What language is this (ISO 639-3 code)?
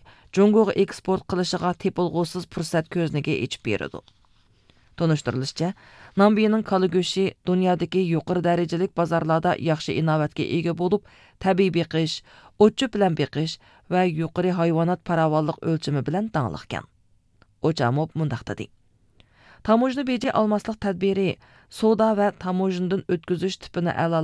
uig